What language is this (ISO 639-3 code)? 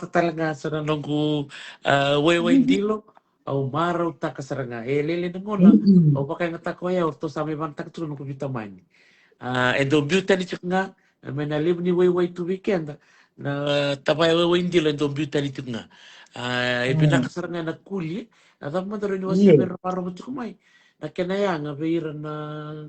fij